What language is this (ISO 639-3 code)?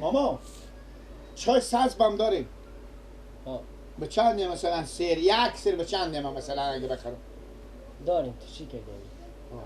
fas